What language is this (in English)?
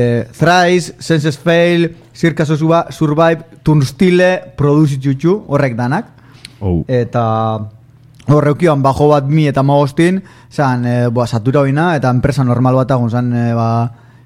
Basque